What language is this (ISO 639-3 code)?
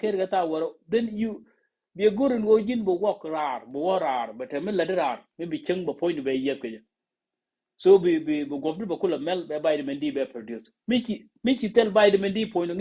nus